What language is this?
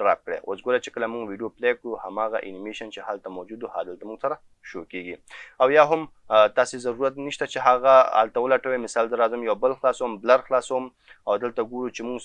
Pashto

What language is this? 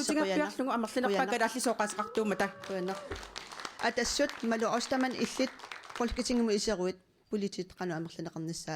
Kalaallisut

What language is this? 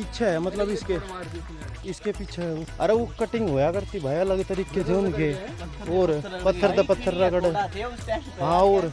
Haryanvi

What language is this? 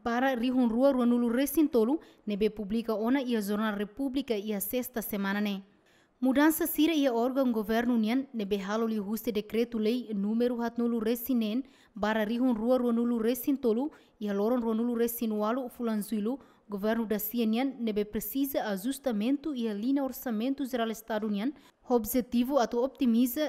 Tetum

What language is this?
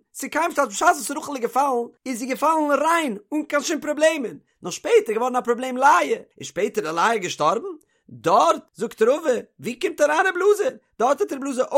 Yiddish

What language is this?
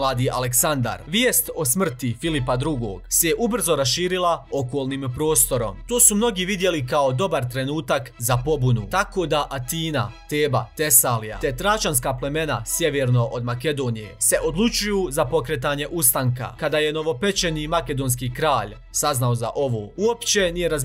Croatian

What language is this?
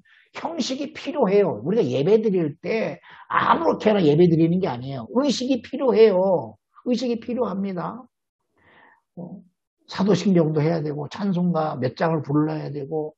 Korean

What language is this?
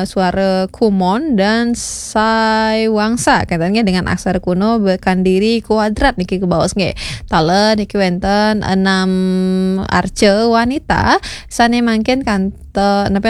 Balinese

